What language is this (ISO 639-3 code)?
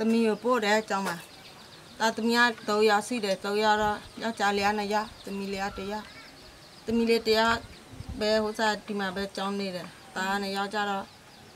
mya